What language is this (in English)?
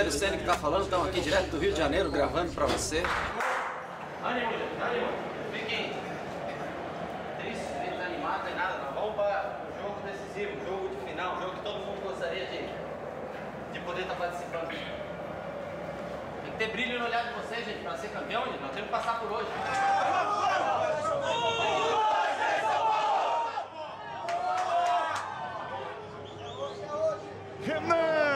Portuguese